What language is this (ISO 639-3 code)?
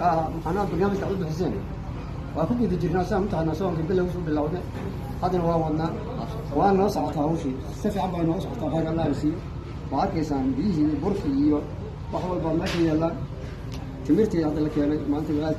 som